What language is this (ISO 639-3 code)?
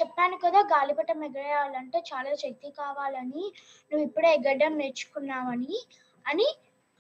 tel